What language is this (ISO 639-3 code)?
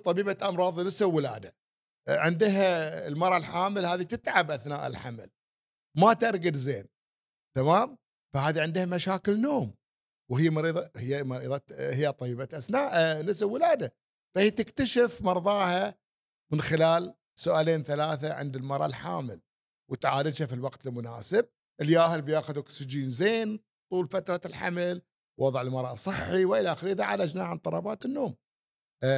afb